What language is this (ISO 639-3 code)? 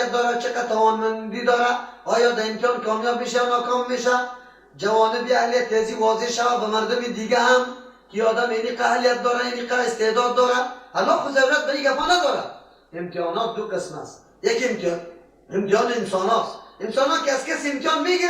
fas